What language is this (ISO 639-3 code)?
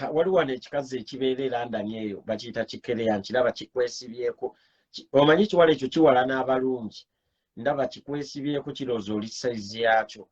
lug